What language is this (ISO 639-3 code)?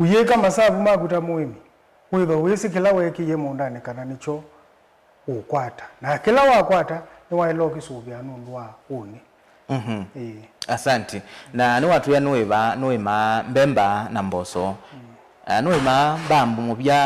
kam